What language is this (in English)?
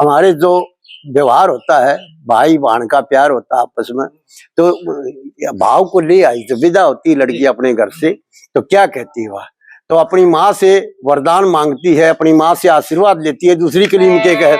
Haryanvi